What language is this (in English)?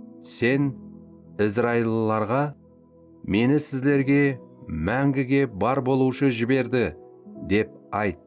Kara-Kalpak